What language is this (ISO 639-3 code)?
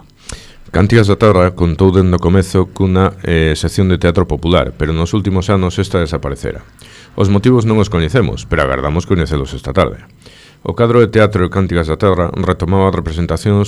glg